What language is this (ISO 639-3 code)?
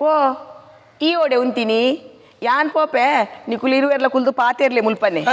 tcy